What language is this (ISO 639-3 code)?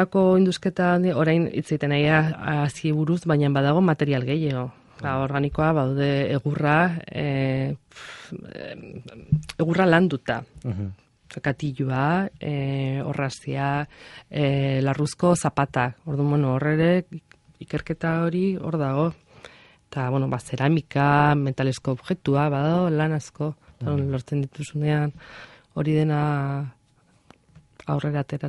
eus